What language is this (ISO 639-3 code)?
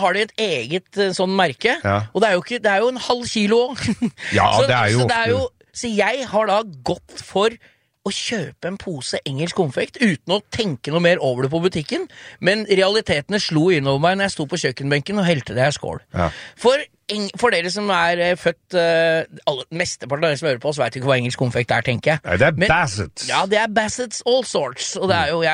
nor